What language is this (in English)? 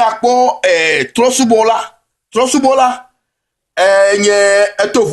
Ewe